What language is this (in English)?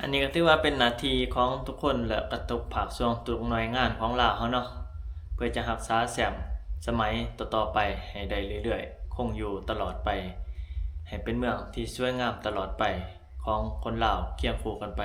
Lao